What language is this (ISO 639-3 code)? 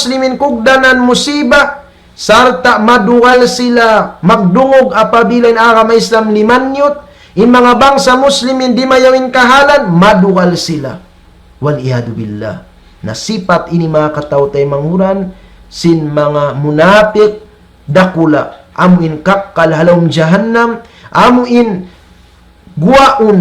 tsg